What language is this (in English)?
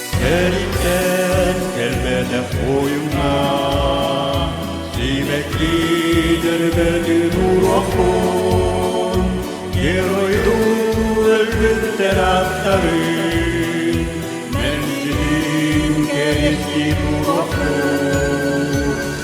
Yakut